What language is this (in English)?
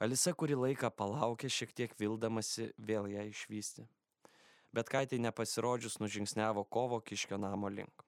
Lithuanian